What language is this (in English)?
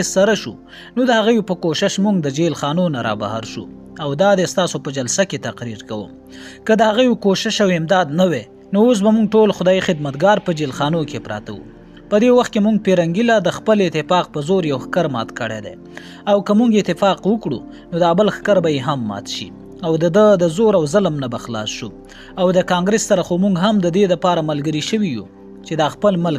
Pashto